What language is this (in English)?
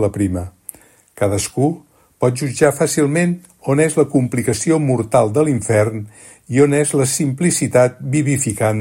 Catalan